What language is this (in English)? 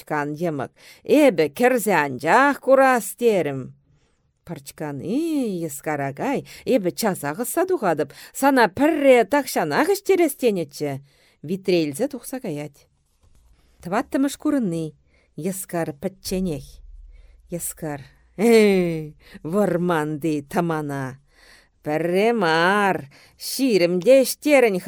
Chuvash